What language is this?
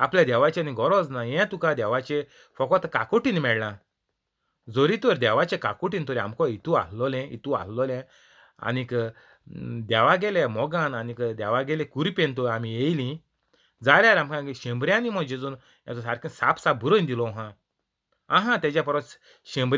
Konkani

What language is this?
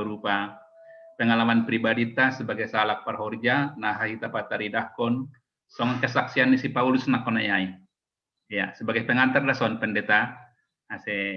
Batak Simalungun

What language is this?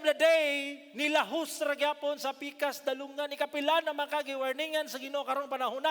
Cebuano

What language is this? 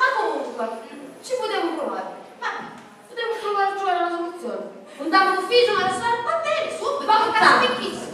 Sicilian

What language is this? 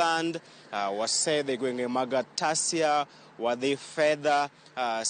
Luo (Kenya and Tanzania)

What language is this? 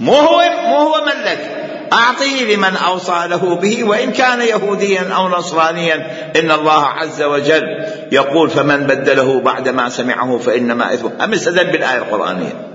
Mesopotamian Arabic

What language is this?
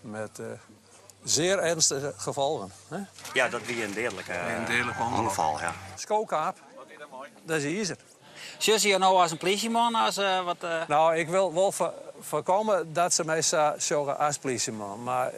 Western Frisian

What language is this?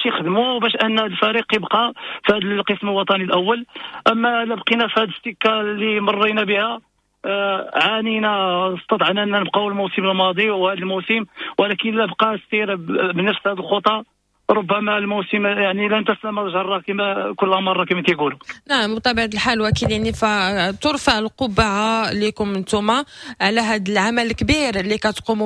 Moroccan Arabic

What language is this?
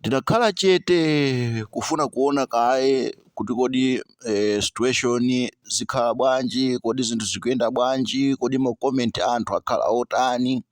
Nyanja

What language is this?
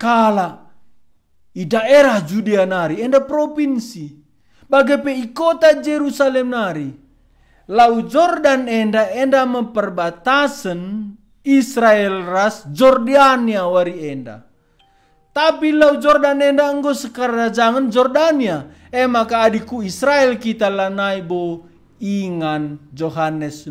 Batak Karo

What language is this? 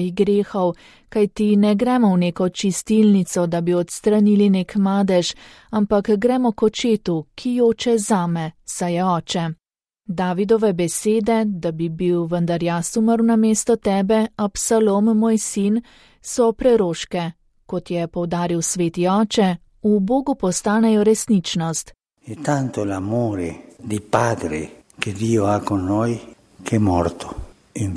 Slovenian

